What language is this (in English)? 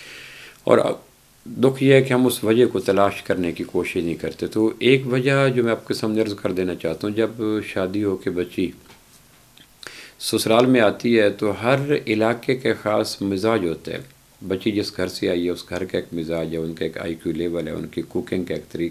Urdu